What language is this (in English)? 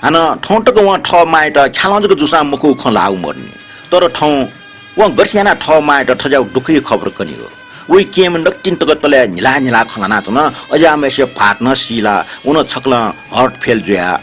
Newari